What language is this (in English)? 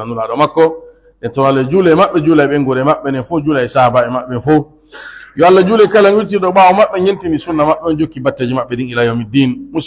Pular